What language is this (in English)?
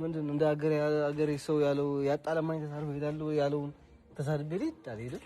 Amharic